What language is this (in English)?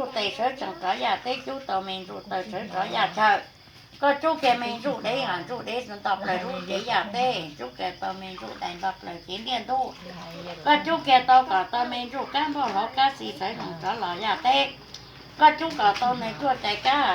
Hmong